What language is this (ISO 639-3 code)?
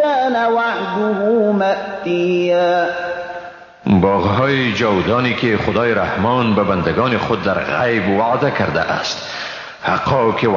fas